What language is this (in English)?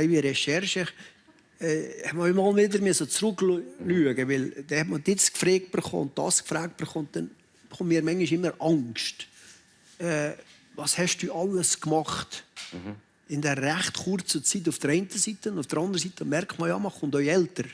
Swiss German